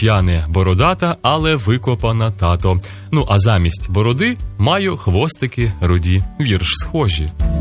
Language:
Ukrainian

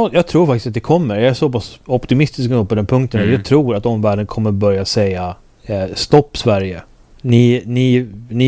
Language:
Swedish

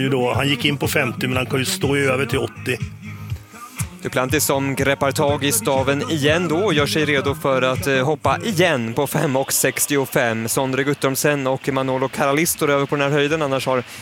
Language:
Swedish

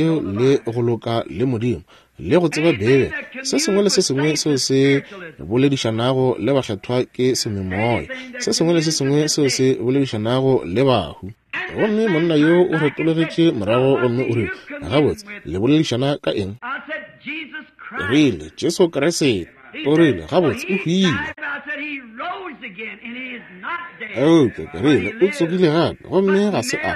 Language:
Northern Sotho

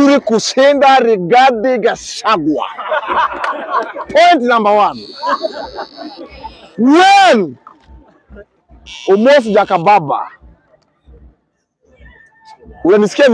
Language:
Swahili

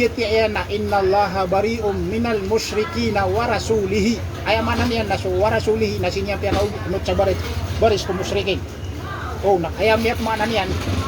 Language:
Maranao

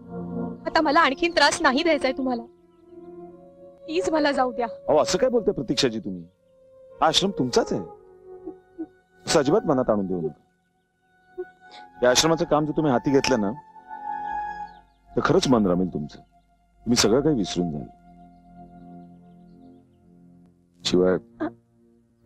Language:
Marathi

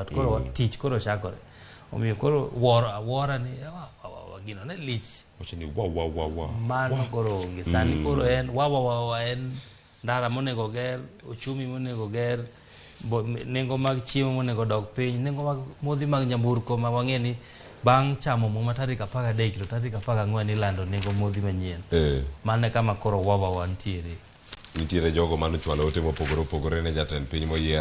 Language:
Luo (Kenya and Tanzania)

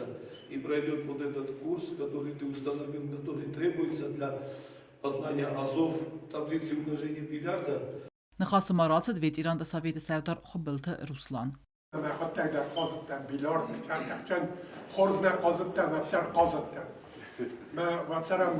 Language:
Ossetic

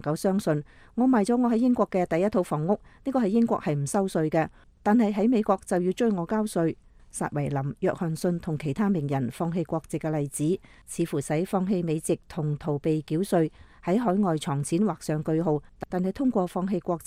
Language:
Cantonese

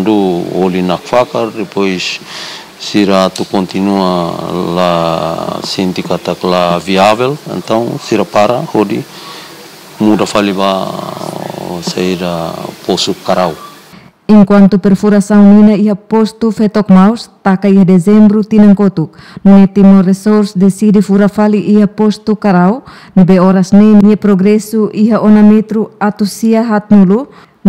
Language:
Tetum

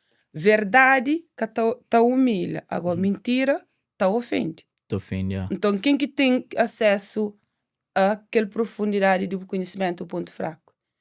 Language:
Kabuverdianu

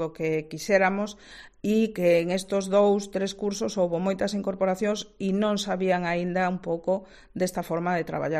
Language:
Galician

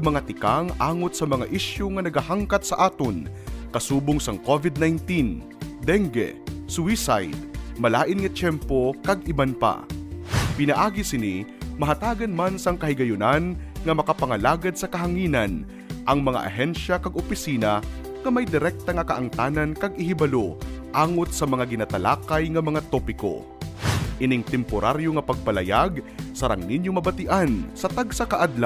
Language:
Hiligaynon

